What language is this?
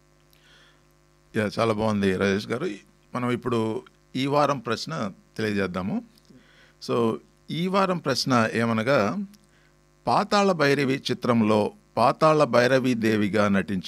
Telugu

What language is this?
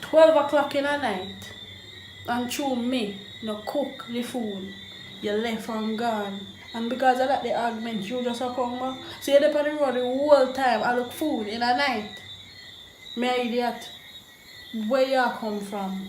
Jamaican Creole English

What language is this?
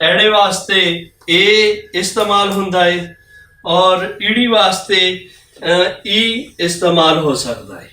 Western Panjabi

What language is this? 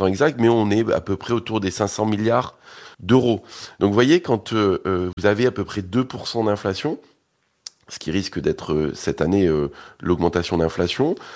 French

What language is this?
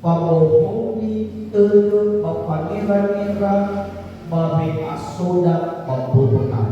Nias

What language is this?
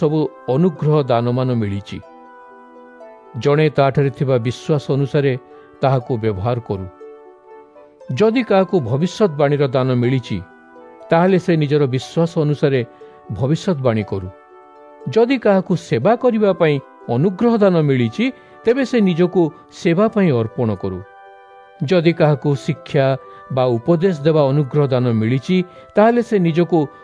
Odia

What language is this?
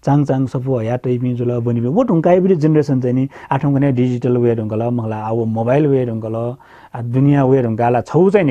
Newari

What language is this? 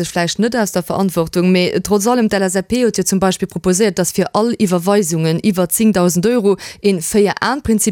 Luxembourgish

